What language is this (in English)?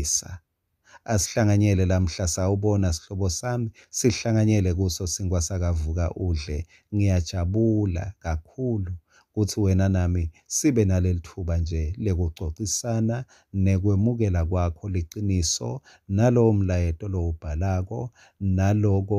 Swati